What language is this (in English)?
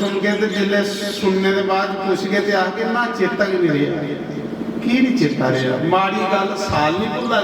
Dogri